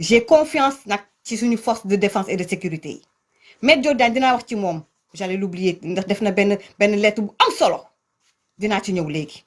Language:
Wolof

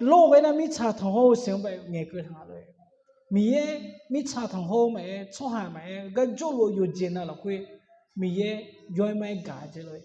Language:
Akha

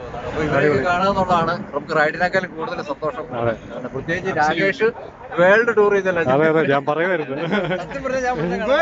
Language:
Malayalam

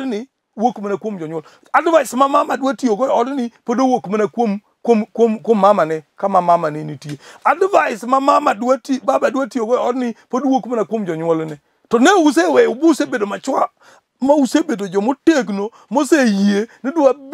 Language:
Luo (Kenya and Tanzania)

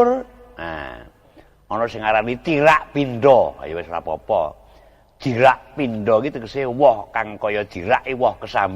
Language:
Javanese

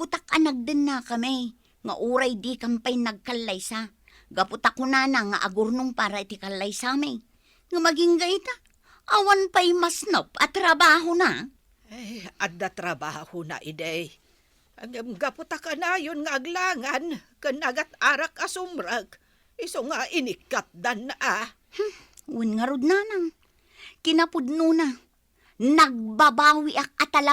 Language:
Iloko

